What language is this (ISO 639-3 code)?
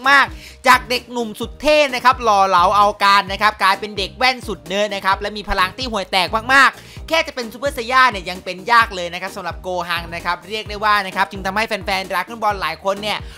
tha